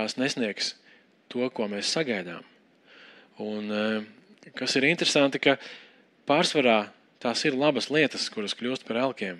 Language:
Latvian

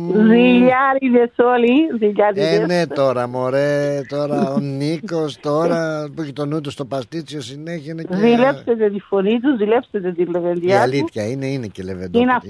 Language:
Greek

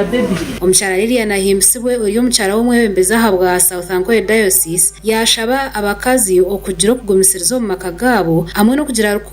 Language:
Nyankole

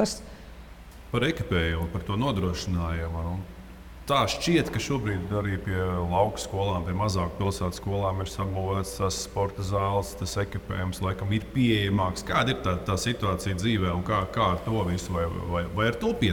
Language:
Latvian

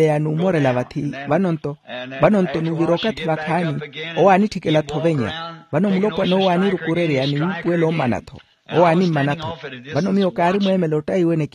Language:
Makhuwa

